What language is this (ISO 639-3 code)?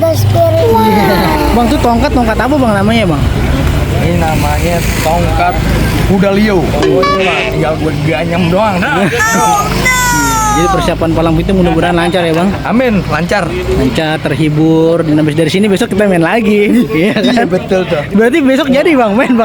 bew